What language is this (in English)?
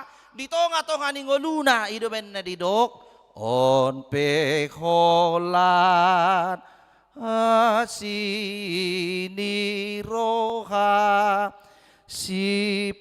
Batak Toba